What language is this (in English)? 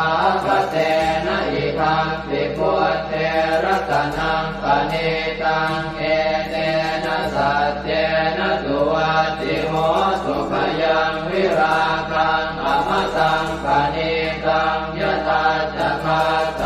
Pali